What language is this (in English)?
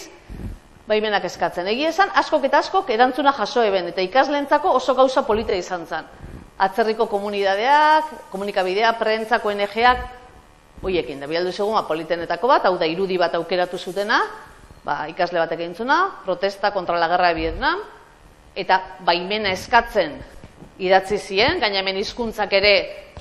Basque